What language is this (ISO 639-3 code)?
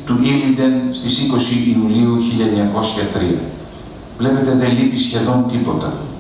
ell